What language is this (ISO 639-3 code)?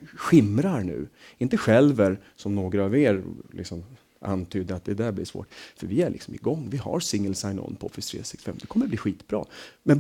swe